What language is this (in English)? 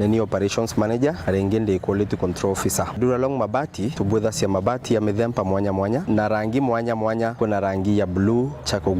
Meru